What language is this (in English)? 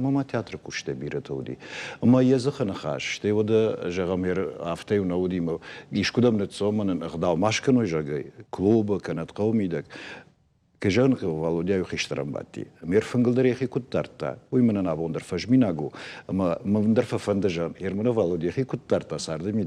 Ossetic